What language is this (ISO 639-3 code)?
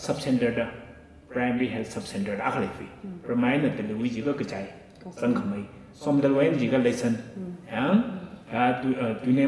nmf